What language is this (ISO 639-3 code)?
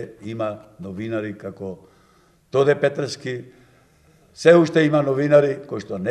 mkd